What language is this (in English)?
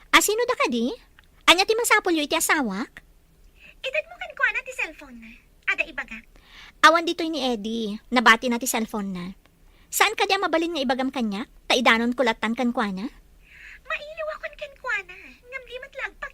Iloko